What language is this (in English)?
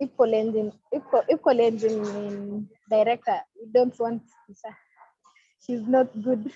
Kalenjin